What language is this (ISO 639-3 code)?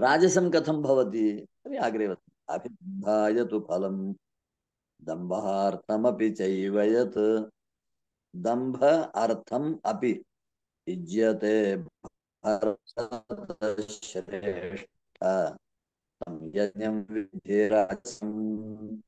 san